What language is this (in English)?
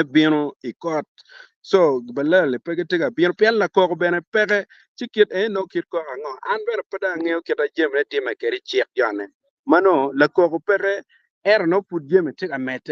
Acoli